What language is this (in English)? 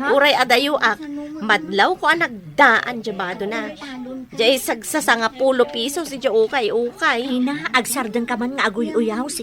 Iloko